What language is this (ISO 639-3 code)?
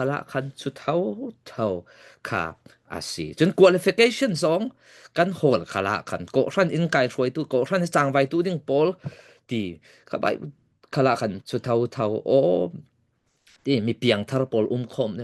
cfm